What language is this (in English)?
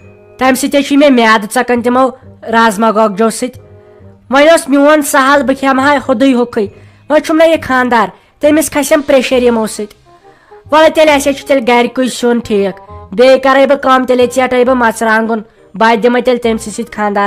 Kashmiri